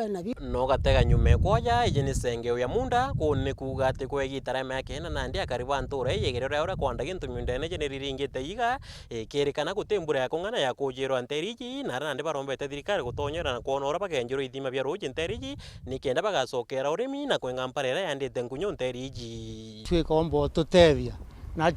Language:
Meru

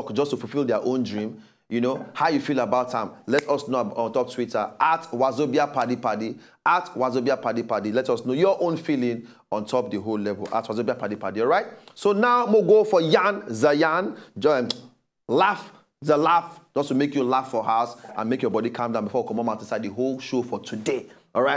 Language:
Nigerian Pidgin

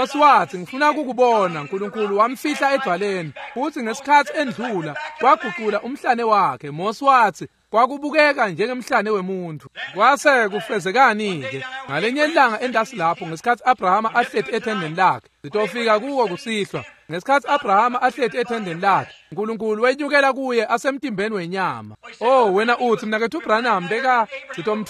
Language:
Swati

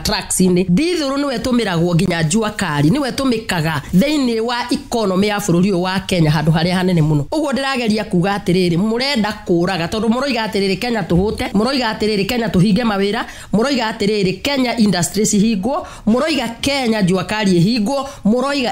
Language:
Kikuyu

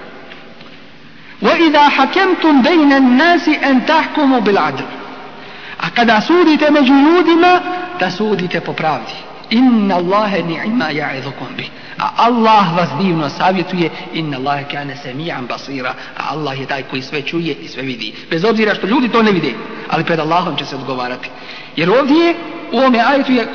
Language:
Bosnian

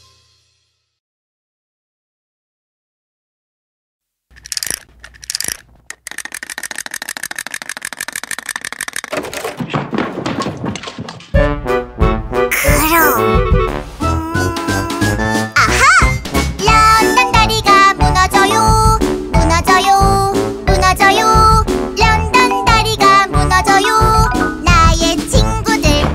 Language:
Korean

